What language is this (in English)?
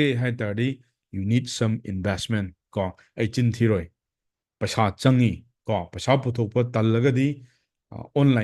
Manipuri